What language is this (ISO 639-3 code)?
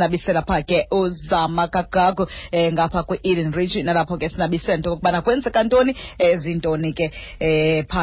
xho